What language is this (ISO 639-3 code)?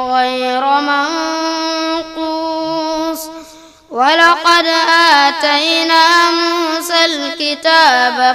ful